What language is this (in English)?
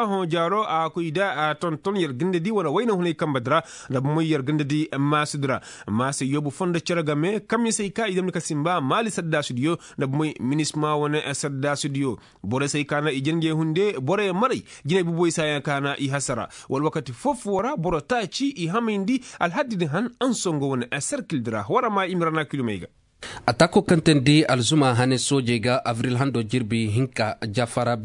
Koyraboro Senni